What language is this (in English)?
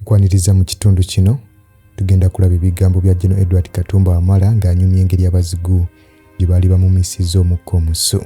Ganda